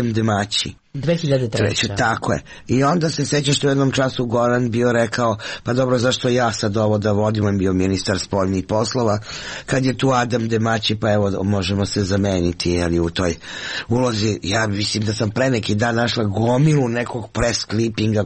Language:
Serbian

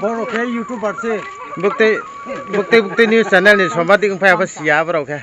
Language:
Riang (India)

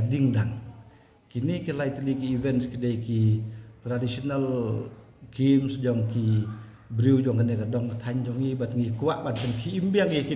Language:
Khasi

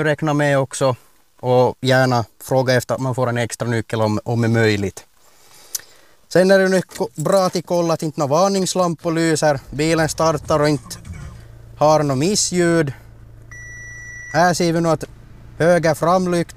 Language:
Swedish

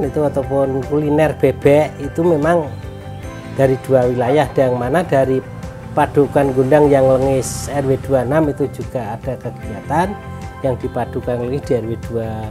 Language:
Indonesian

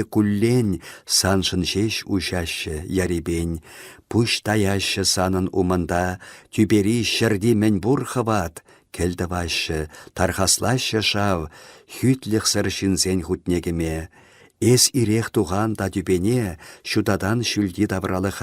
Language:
Chuvash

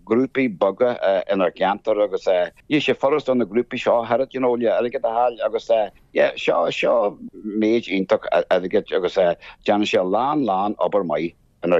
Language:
Irish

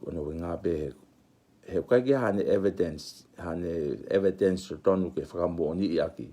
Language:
Tongan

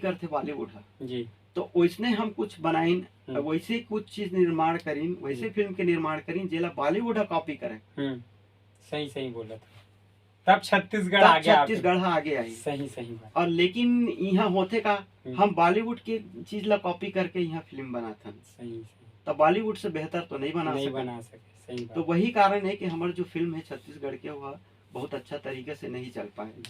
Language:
Chhattisgarhi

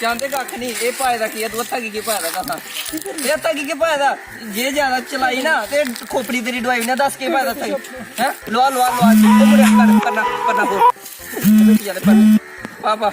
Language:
Dogri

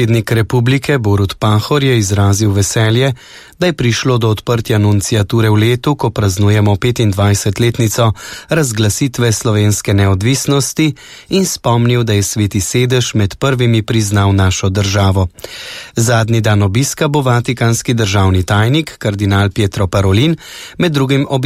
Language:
Slovenian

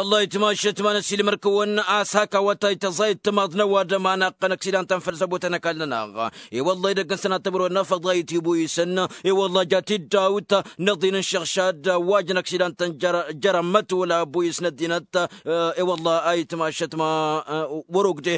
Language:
Tamasheq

